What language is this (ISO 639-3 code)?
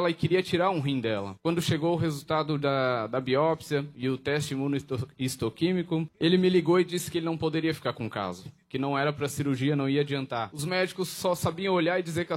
por